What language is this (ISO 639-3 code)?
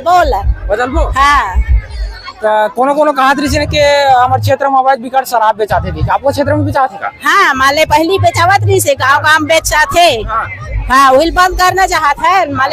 hne